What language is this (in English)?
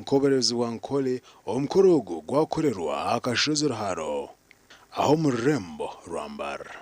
Nyankole